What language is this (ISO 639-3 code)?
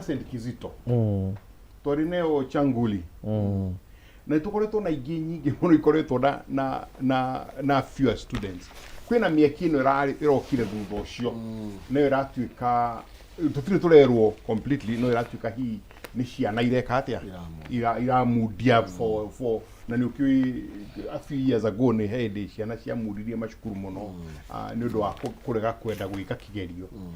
kik